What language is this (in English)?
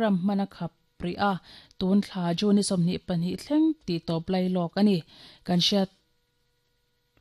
Mizo